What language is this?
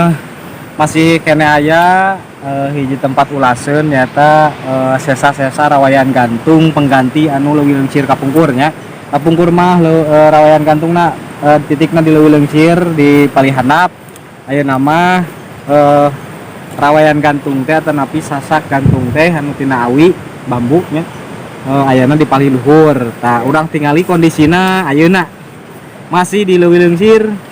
Sundanese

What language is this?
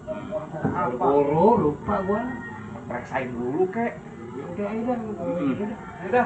Betawi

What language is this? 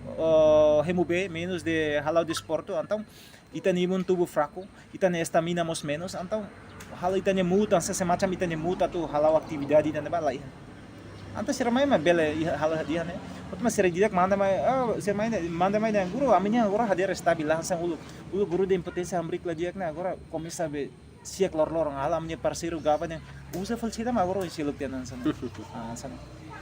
Tetum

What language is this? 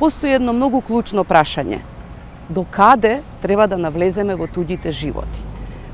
Macedonian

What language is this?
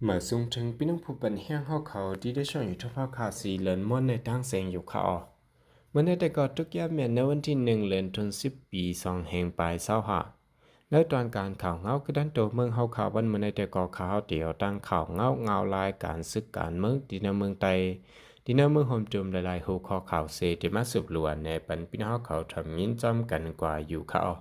Shan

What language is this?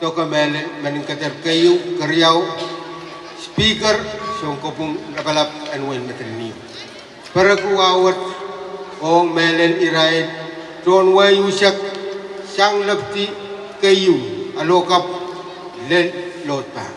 Pohnpeian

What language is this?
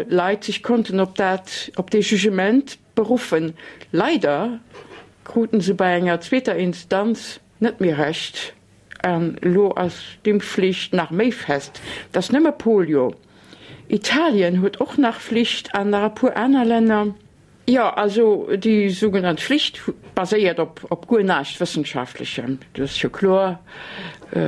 Luxembourgish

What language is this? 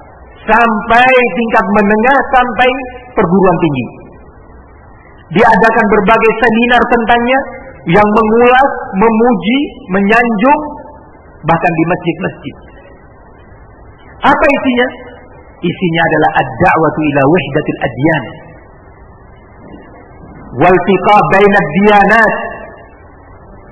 Indonesian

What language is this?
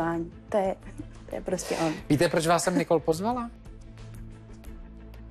Czech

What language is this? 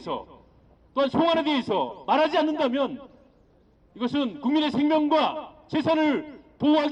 Korean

